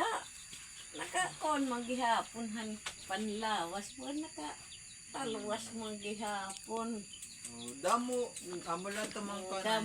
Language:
Waray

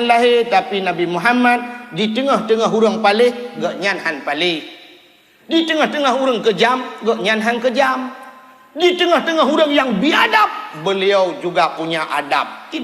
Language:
Achinese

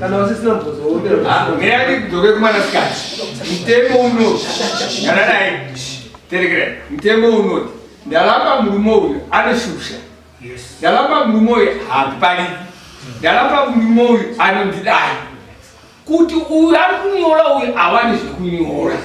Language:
Shona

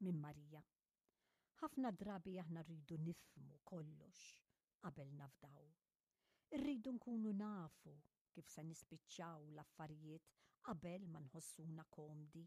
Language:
Maltese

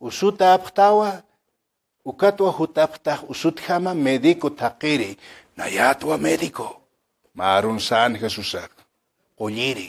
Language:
Aymara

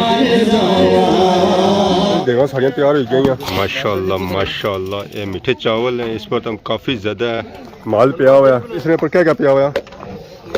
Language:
Pahari-Potwari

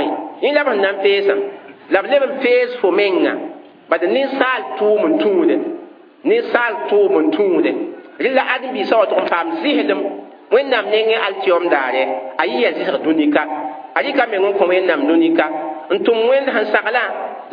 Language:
Mossi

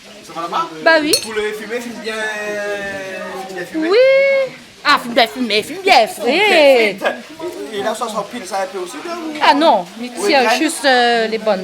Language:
Réunion Creole French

